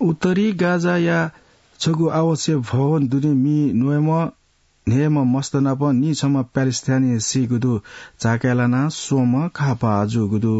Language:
Newari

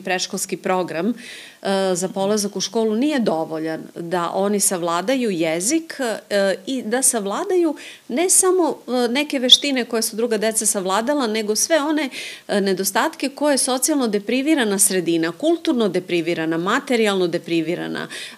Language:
Serbian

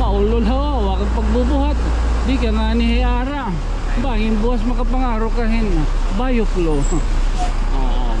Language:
Waray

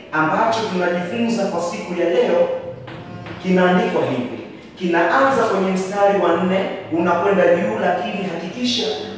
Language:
Swahili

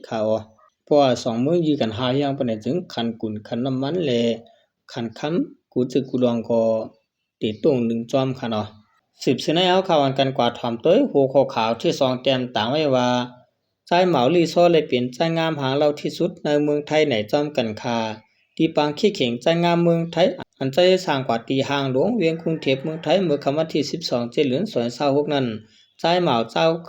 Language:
Shan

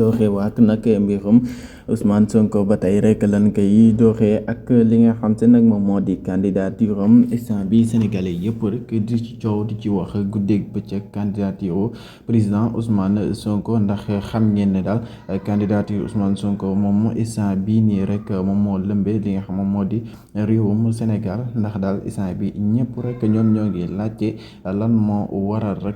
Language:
Wolof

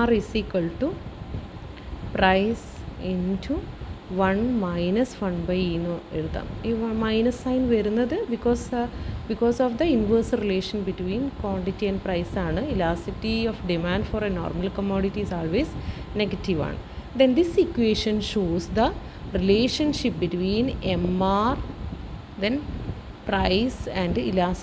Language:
Malayalam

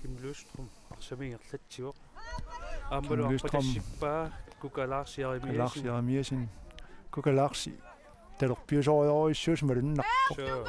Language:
Kalaallisut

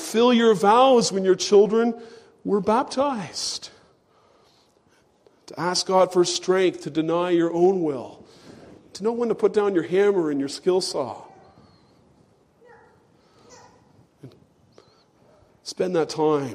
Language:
English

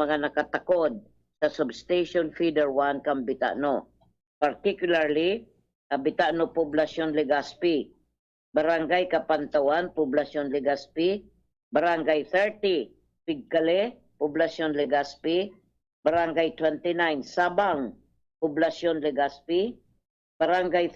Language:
Bikol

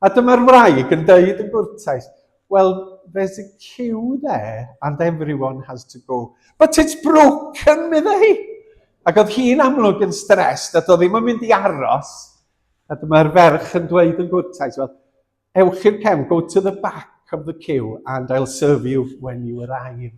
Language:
Welsh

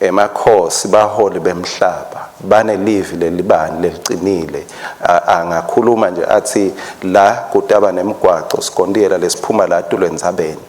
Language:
Swati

